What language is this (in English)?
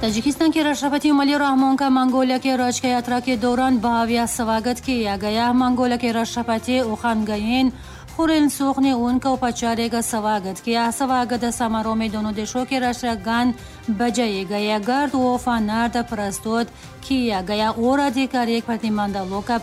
Tajik